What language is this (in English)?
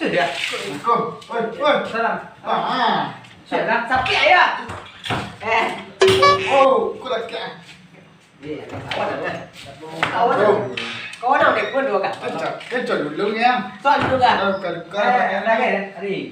Minangkabau